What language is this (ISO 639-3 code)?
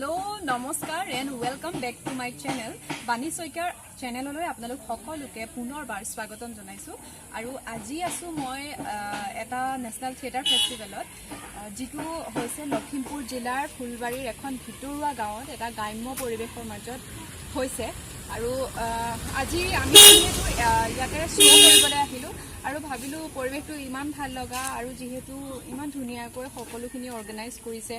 asm